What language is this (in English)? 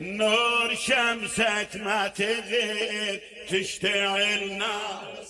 Mesopotamian Arabic